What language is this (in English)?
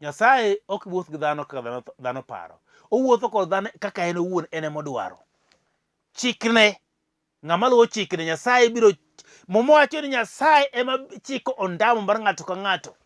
Luo (Kenya and Tanzania)